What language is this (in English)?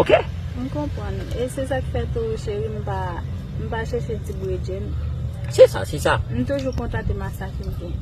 Haitian Creole